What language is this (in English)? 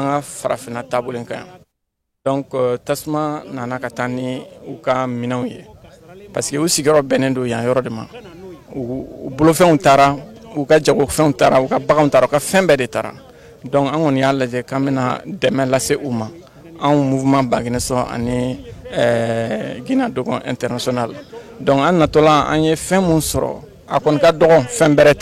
Bambara